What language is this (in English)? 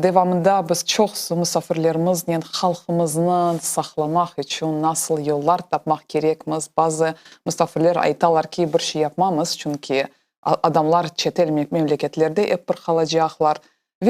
Crimean Tatar